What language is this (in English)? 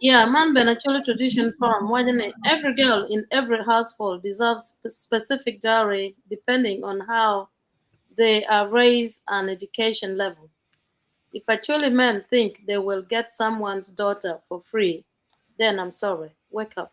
Acoli